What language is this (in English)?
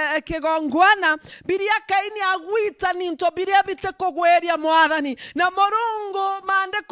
Meru